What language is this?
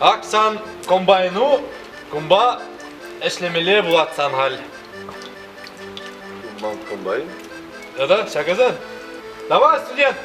Chuvash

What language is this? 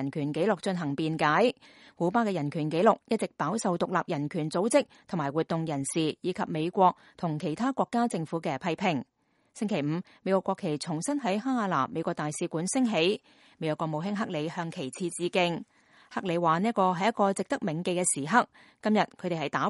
Cantonese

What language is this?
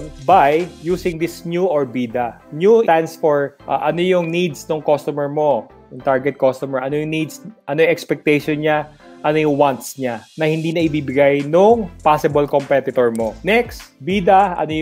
Filipino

